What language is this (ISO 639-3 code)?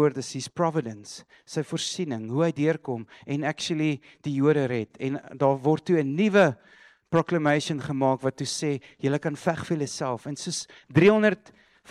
afr